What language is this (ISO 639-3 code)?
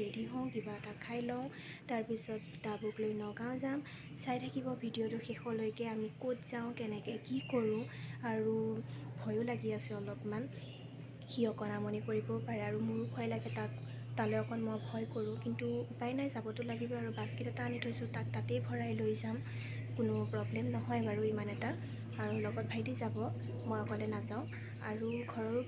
asm